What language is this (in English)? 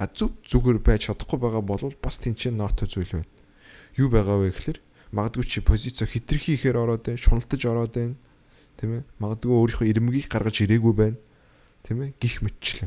Mongolian